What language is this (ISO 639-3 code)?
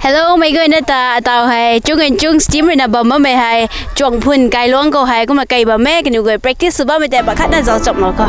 nbu